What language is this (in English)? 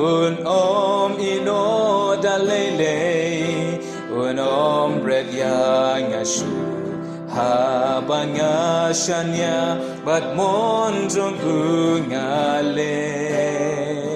Khasi